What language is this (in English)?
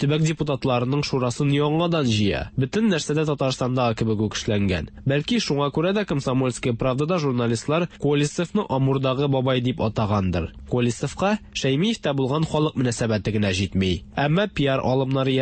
Tatar